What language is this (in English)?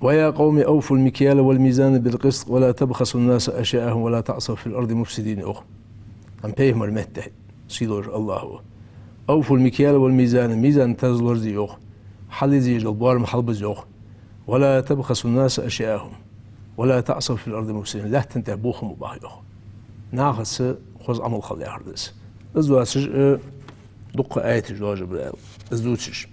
Ingush